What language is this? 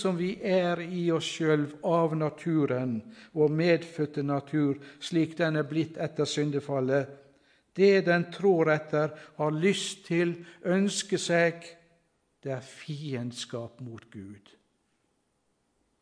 Norwegian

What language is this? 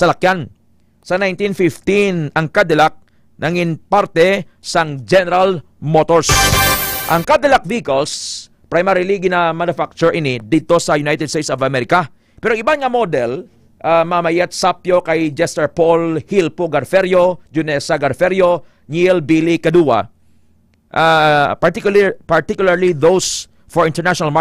Hiligaynon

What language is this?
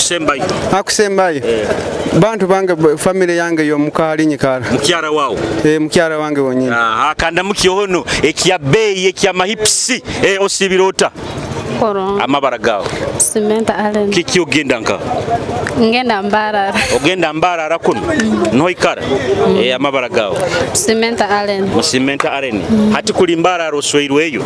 Nyoro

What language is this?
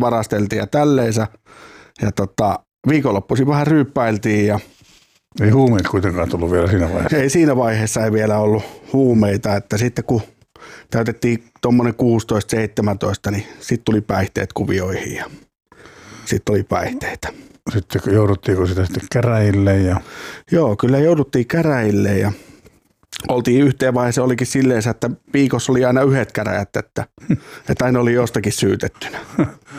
Finnish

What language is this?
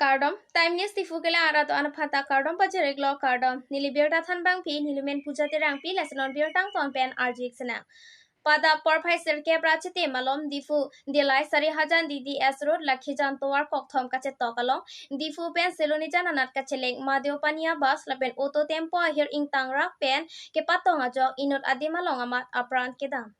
Karbi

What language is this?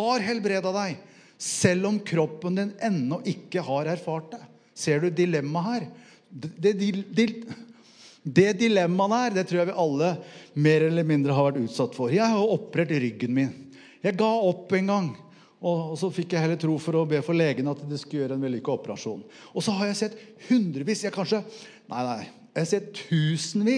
Norwegian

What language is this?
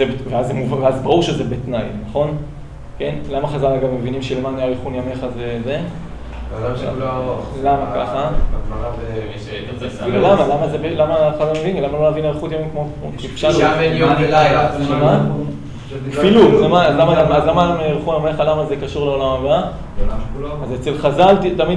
Hebrew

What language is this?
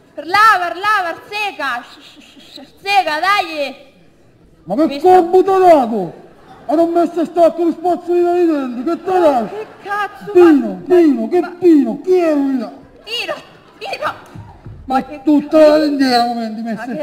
Italian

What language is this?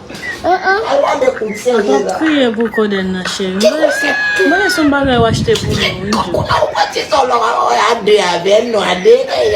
Haitian Creole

